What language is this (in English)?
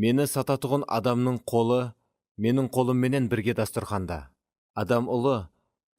Kara-Kalpak